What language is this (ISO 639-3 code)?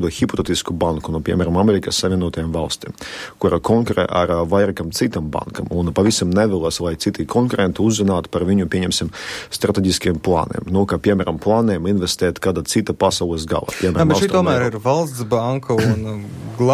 lav